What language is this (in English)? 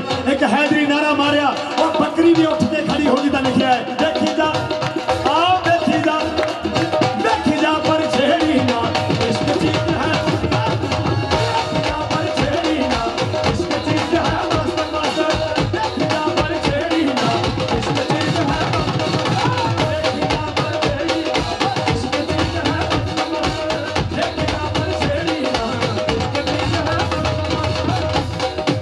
Punjabi